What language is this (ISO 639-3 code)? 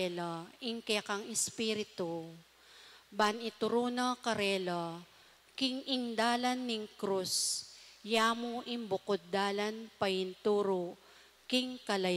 pam